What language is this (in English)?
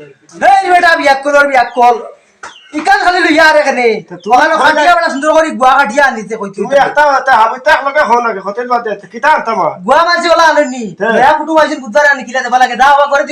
Sylheti